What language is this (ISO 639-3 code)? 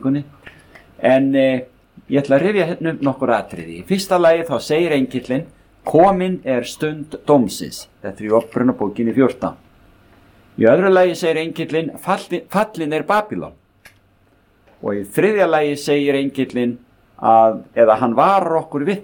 isl